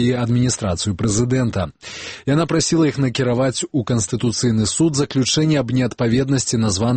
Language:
Belarusian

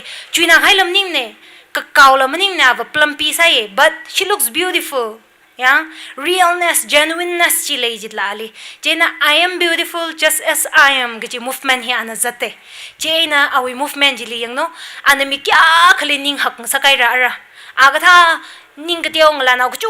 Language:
Tangkhul Naga (India)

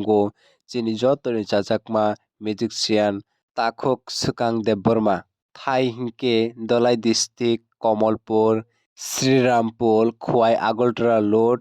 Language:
Kok Borok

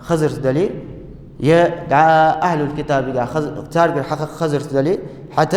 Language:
Ingush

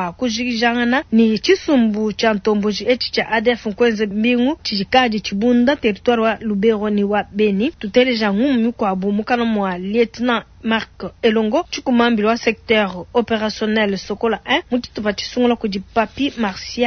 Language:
Luba-Lulua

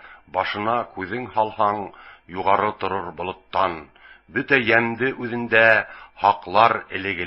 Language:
Bashkir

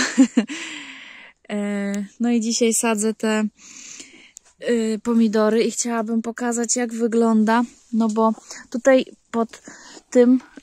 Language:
Polish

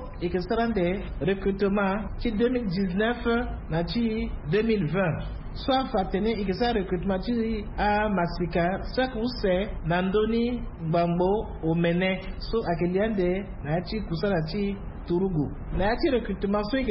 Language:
Sango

